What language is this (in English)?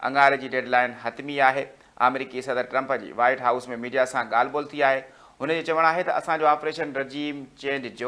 Sindhi